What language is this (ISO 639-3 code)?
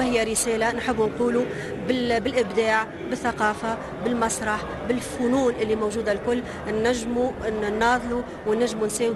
aeb